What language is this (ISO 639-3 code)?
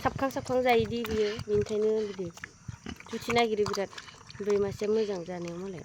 brx